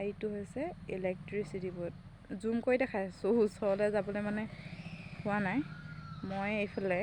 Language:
Assamese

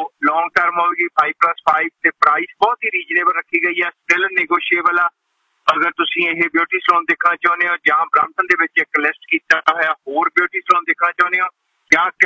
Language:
Punjabi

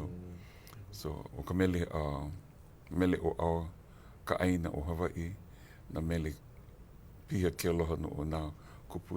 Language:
Hawaiian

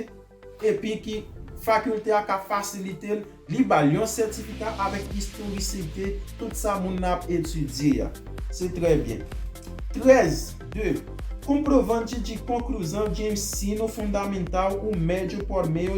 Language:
Haitian Creole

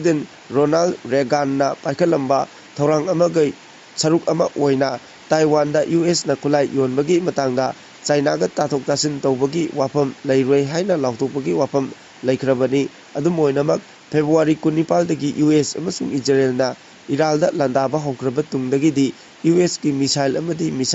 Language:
Manipuri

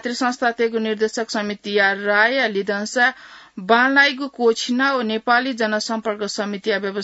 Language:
Newari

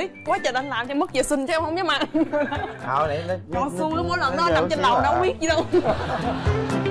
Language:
Vietnamese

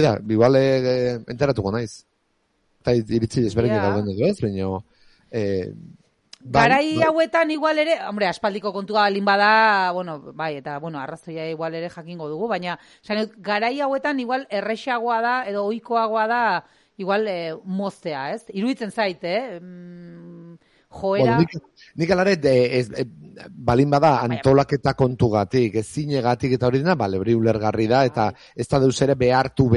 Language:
Basque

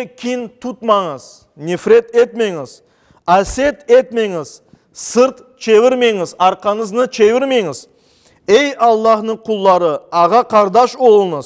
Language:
Crimean Tatar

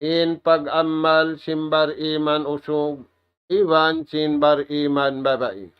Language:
Tausug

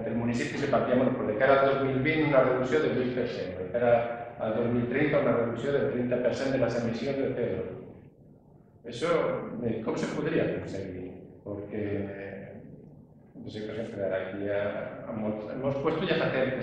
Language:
Catalan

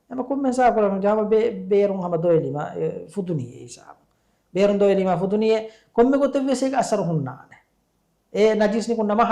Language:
Divehi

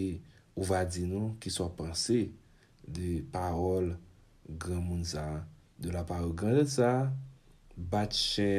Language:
Haitian Creole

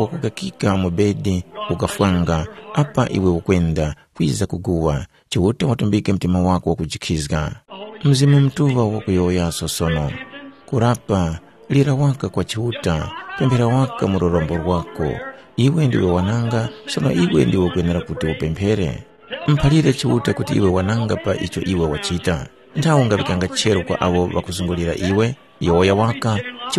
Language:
Tumbuka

